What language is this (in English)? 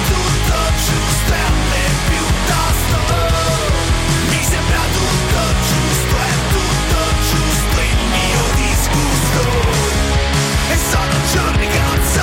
Italian